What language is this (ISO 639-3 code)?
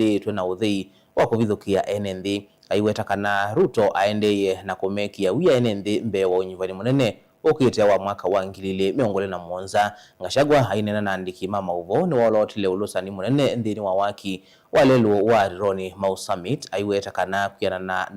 kam